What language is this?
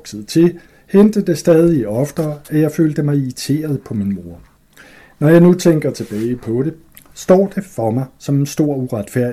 Danish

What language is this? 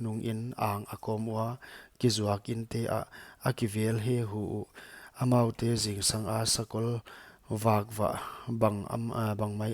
Paite Chin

